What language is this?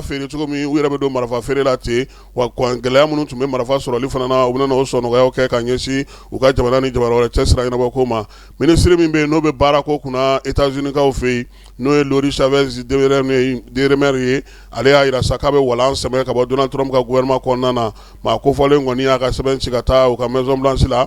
Bambara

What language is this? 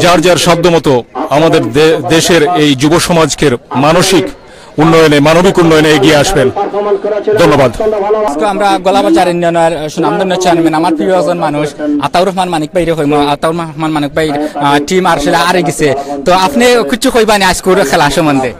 Sylheti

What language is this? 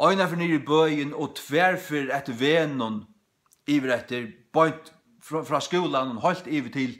Faroese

